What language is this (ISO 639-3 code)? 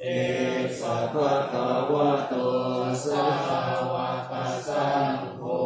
pli